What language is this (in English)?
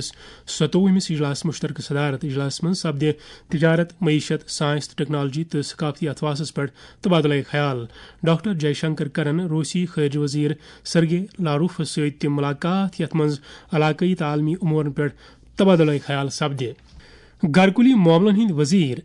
Kashmiri